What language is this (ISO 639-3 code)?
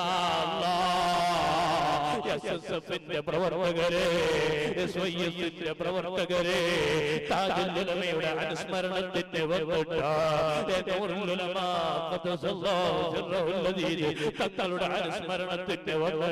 mal